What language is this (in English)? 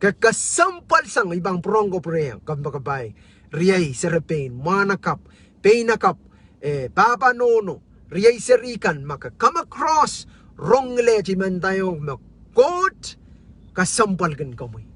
Pohnpeian